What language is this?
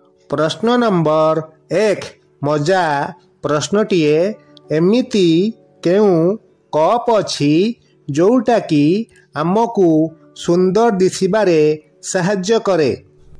Odia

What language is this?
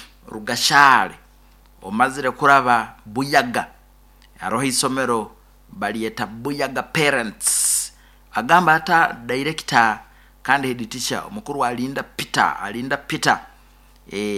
Nyoro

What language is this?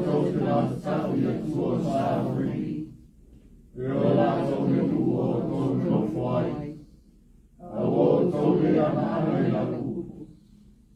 Samoan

